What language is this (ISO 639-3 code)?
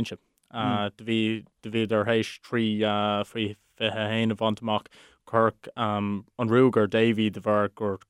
gle